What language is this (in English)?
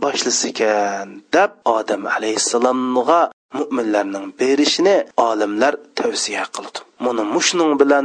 Uyghur